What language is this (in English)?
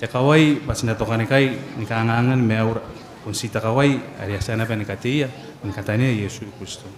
Gilbertese